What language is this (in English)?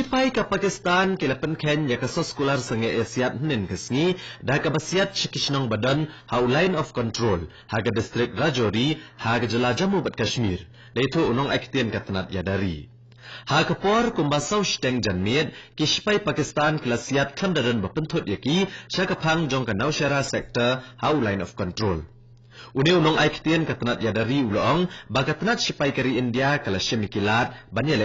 Khasi